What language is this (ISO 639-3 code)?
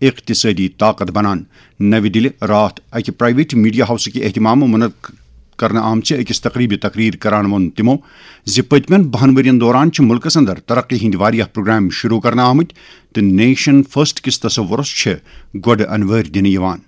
kas